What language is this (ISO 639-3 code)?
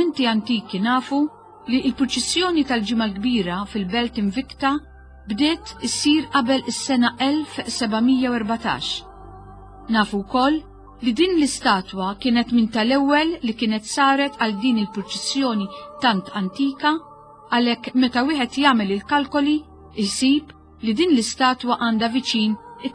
mlt